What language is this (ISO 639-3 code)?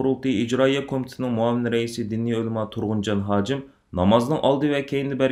uig